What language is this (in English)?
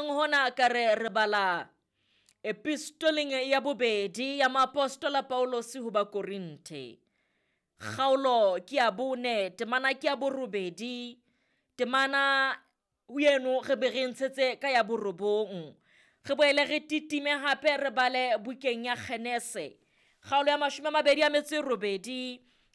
Southern Sotho